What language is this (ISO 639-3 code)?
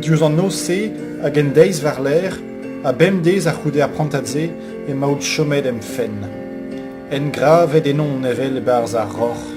bre